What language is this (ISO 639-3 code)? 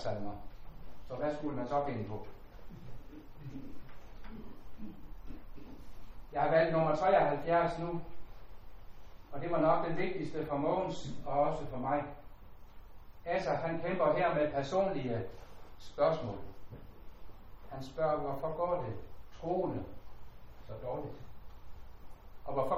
dan